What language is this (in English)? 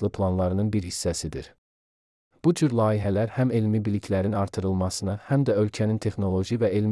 Azerbaijani